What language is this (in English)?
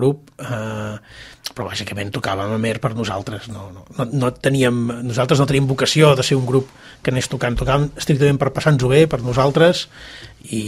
Catalan